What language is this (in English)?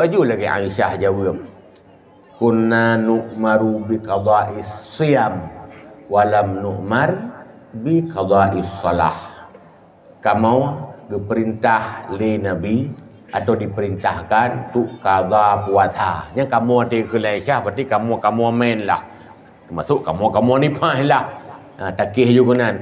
Achinese